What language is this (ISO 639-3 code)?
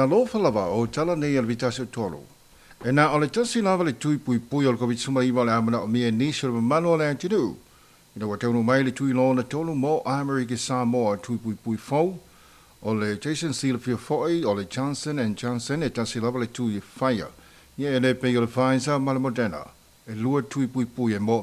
smo